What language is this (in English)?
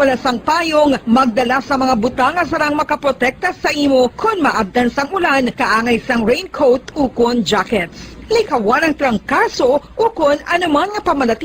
Hiligaynon